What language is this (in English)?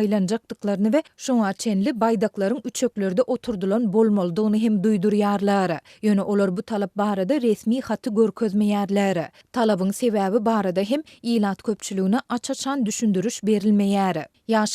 Turkmen